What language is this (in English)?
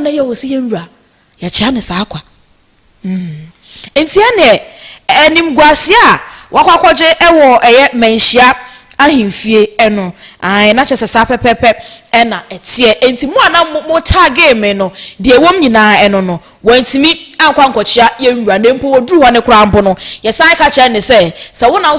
Akan